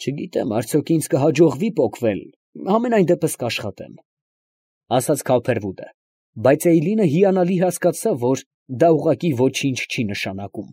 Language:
Armenian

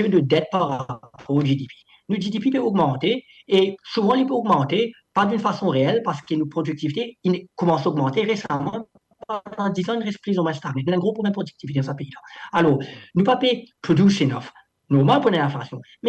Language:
Morisyen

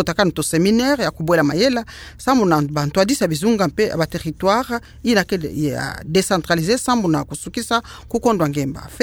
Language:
Kituba (Democratic Republic of Congo)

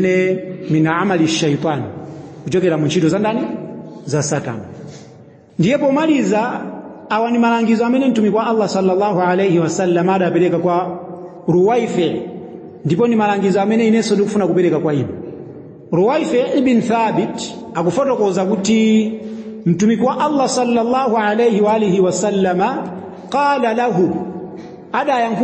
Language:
Nyanja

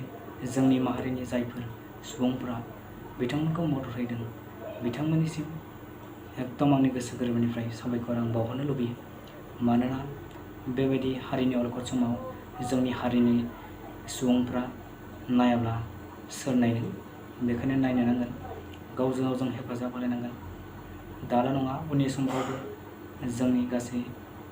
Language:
Bodo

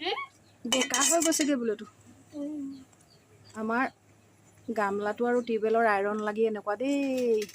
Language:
Assamese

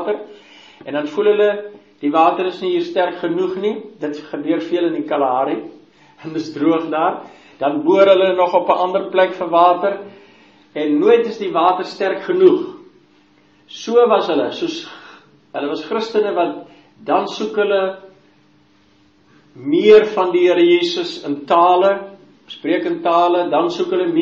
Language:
Afrikaans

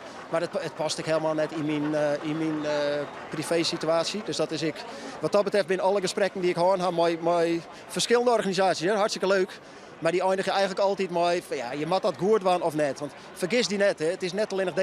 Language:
Western Frisian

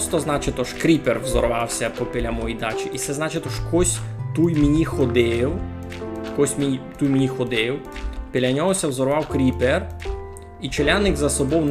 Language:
Rusyn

